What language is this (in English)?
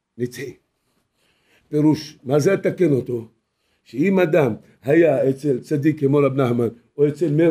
Hebrew